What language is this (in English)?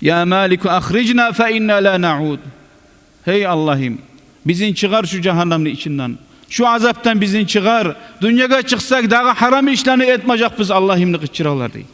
Kumyk